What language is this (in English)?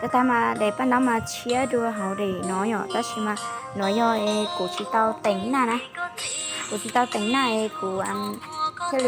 Hmong